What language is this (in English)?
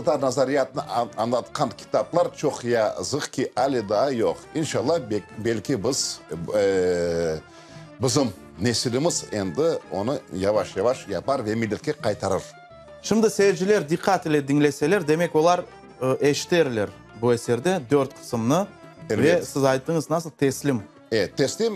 Crimean Tatar